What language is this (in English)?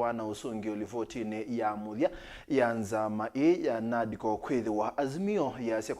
Kamba